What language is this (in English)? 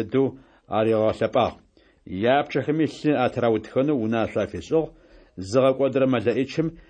Adyghe